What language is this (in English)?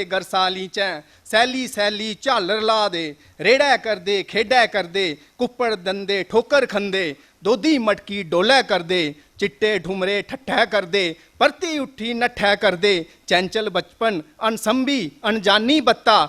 Dogri